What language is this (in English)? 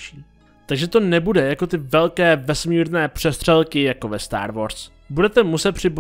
Czech